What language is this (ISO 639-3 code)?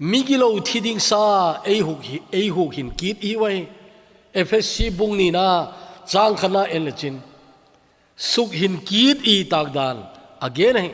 tcz